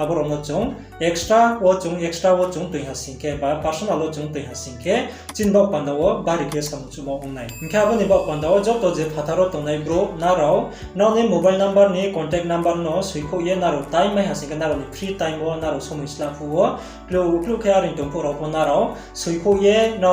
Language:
Riang (India)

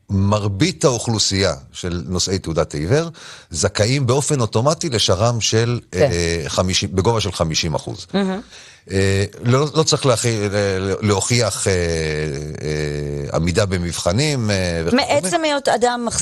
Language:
Hebrew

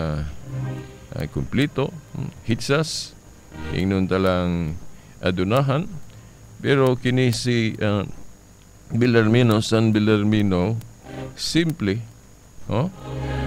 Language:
Cebuano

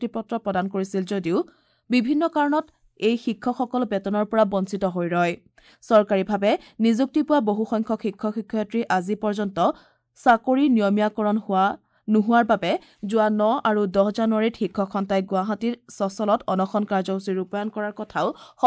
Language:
Assamese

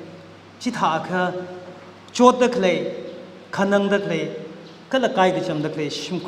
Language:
Tangkhul Naga (India)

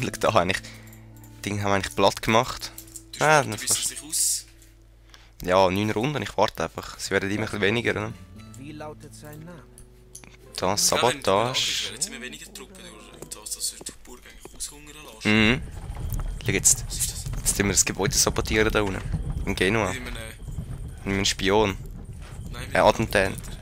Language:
Swiss German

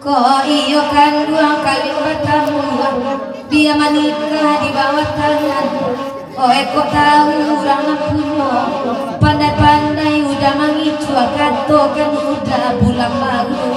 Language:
Minangkabau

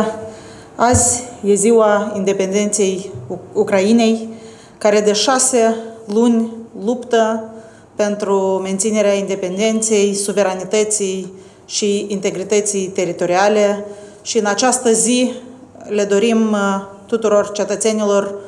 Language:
Romanian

